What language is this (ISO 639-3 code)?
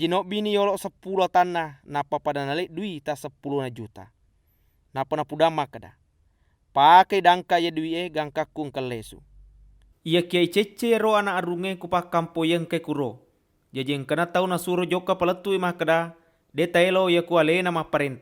bug